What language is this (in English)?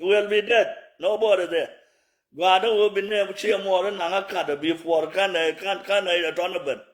Nuer